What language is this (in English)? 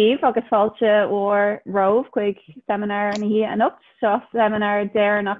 Irish